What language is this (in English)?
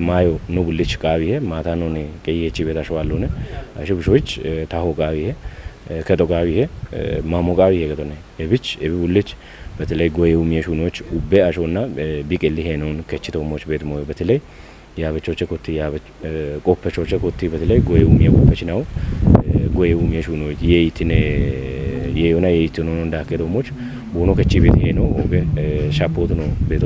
Kafa